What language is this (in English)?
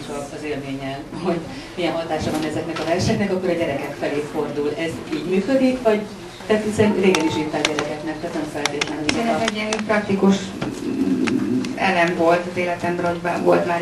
Hungarian